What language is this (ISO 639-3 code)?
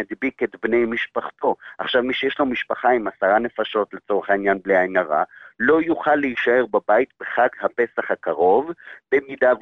heb